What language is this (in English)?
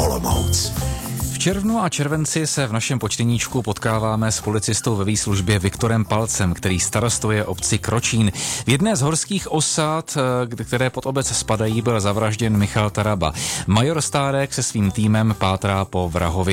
Czech